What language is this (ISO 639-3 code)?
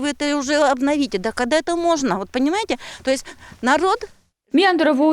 kom